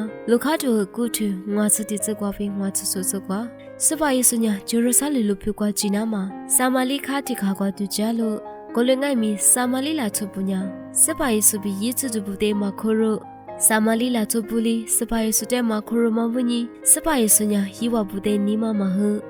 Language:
Lisu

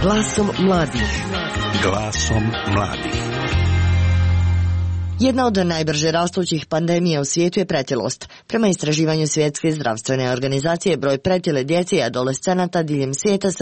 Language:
Croatian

